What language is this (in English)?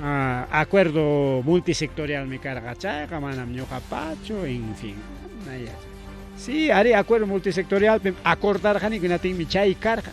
Ayacucho Quechua